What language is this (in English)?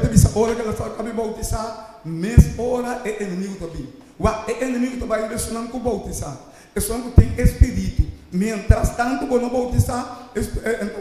Papiamento